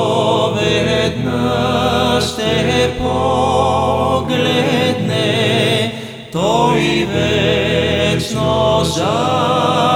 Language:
Bulgarian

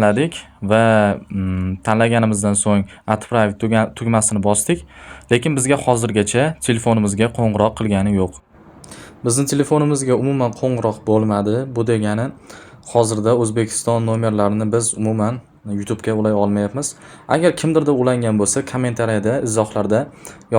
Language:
Uzbek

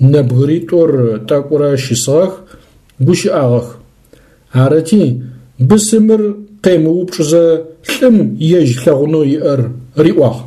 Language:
Adyghe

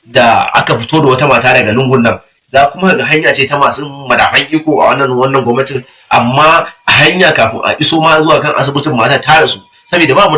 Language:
Hausa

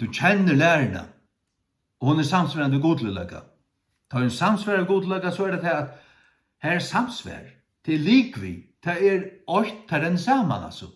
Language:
Faroese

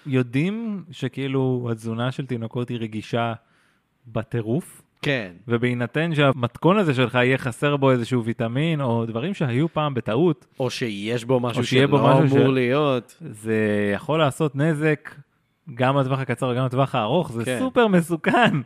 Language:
Hebrew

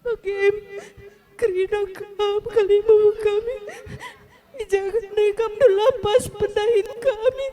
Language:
Batak Karo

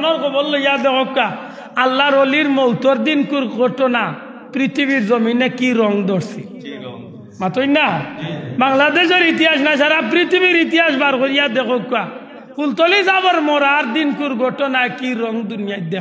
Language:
Sylheti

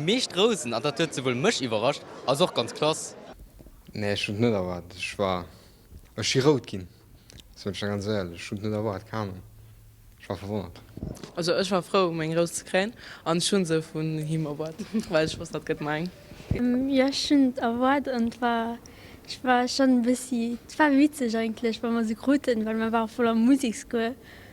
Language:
Luxembourgish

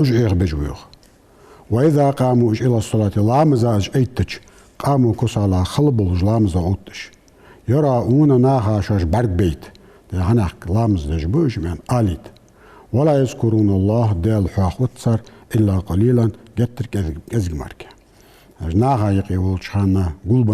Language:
Ingush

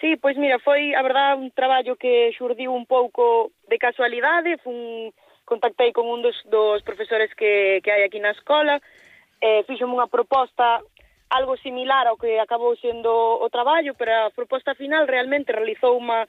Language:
Galician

